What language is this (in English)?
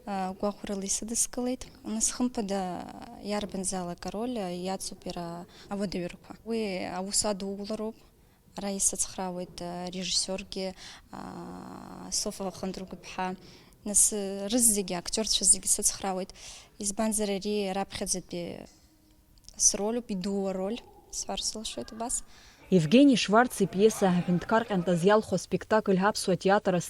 Abkhazian